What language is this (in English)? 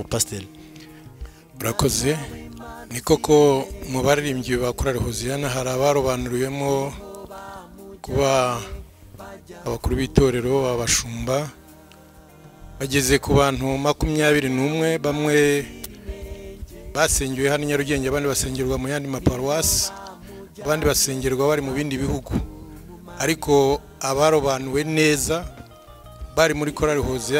Kinyarwanda